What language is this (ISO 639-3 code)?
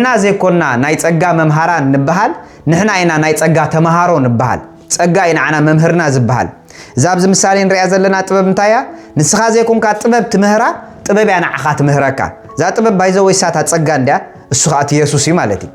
tir